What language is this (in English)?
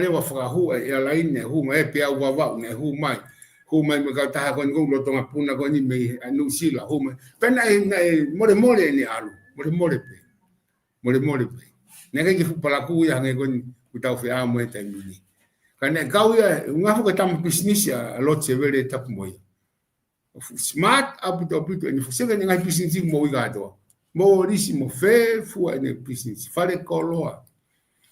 Tongan